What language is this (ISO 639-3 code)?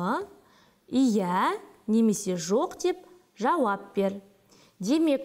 kaz